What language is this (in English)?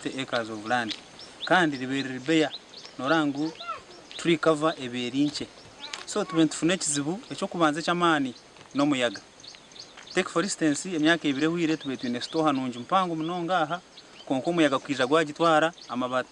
Nyankole